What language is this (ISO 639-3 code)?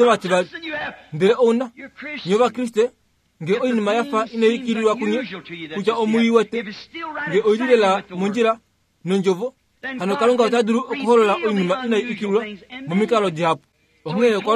kua